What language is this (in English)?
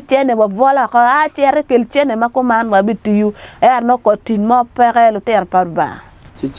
Acoli